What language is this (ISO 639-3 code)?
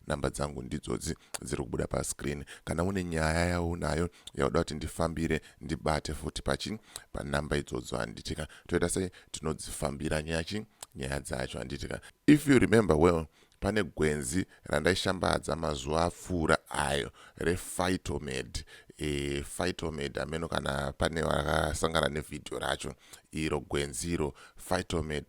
sna